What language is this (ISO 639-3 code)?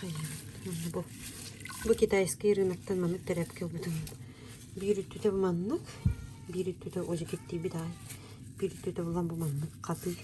sah